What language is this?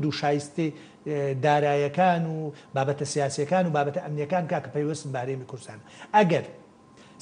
Central Kurdish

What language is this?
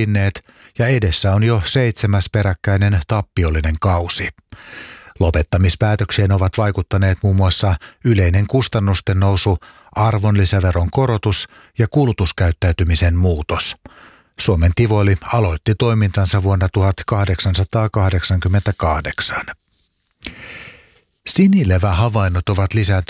Finnish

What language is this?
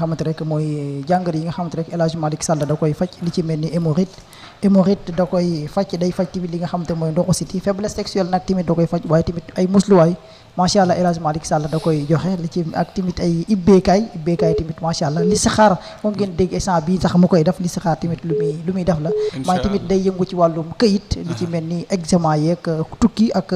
Wolof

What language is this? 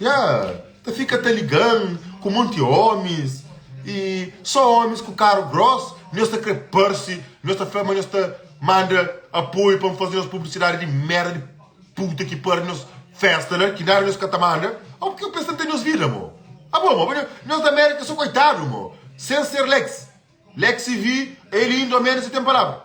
Kabuverdianu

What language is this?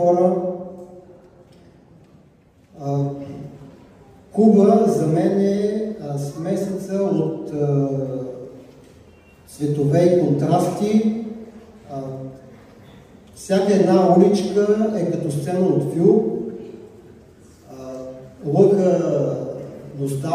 Bulgarian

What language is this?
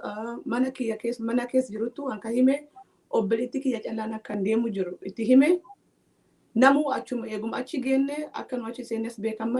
Oromo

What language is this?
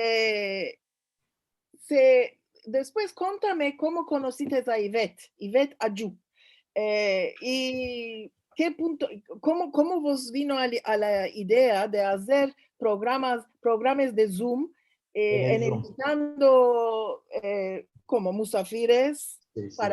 Ladino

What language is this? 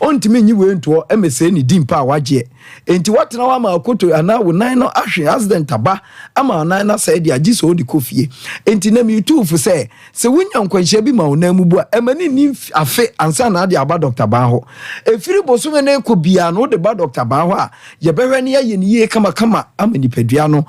Akan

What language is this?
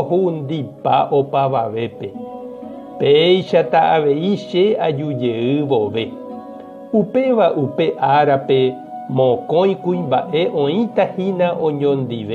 Guarani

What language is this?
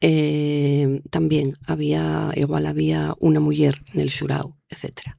Asturian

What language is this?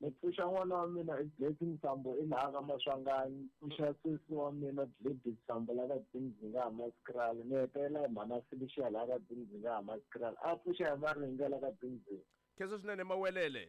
Tsonga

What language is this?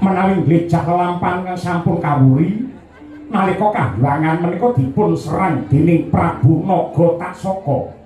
Javanese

